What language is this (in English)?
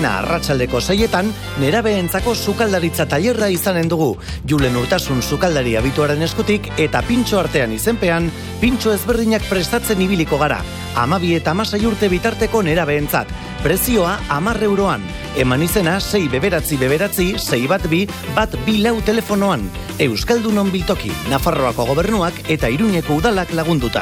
Basque